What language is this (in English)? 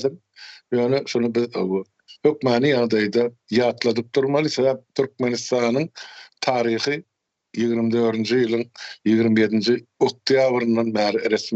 Turkmen